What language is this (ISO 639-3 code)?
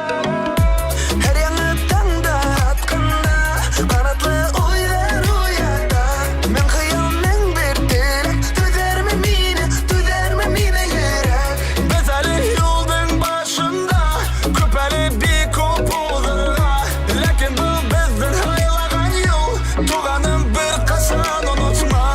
bak